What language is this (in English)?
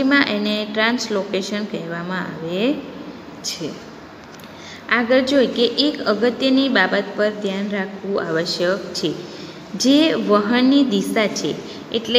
Gujarati